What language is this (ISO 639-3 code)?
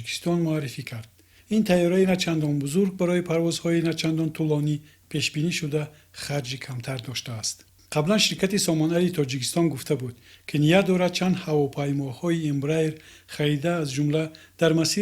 tgk